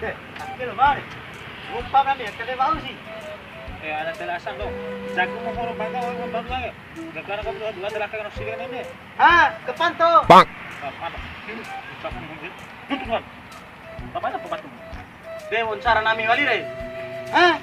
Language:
Bima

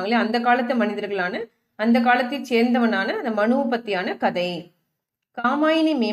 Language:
Tamil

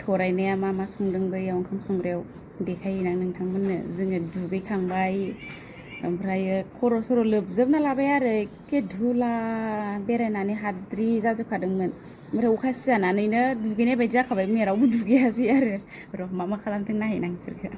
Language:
Bodo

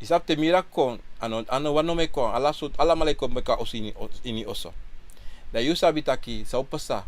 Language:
Sranan Tongo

